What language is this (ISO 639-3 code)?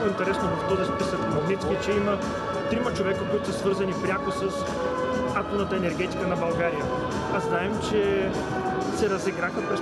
bul